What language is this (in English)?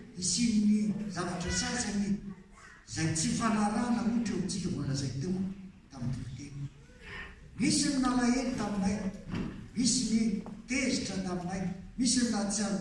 Malagasy